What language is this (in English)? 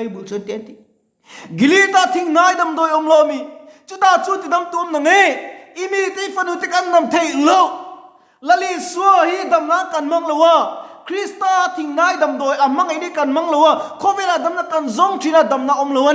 Mizo